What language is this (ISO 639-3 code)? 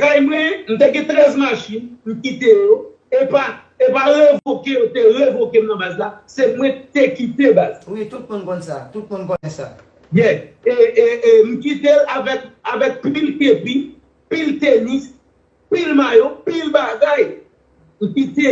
hat